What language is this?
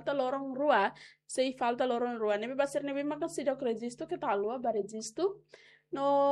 Tetum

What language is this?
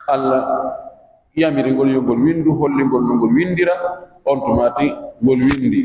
Pular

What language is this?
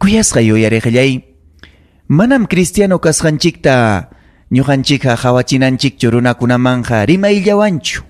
Ayacucho Quechua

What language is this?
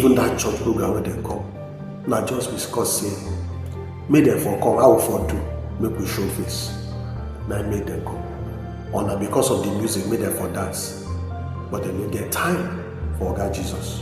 Nigerian Pidgin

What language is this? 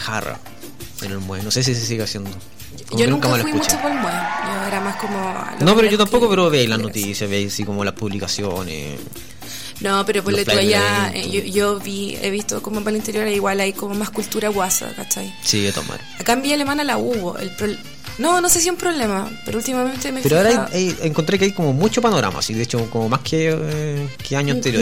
Spanish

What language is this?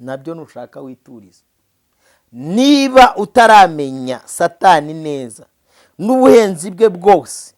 Kinyarwanda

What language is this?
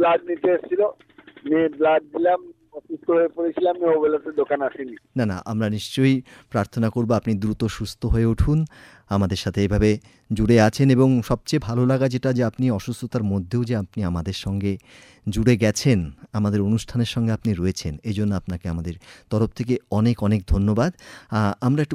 Bangla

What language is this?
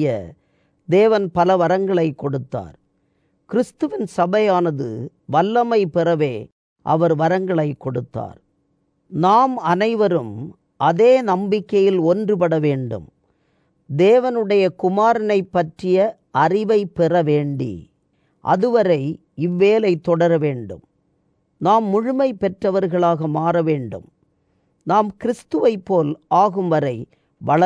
Tamil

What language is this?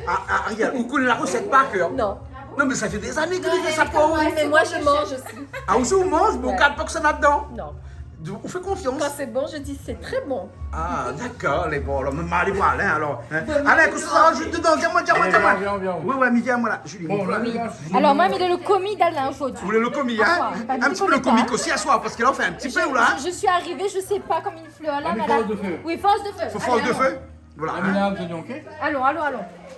Réunion Creole French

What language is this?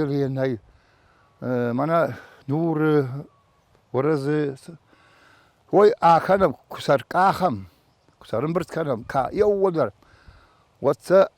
Ossetic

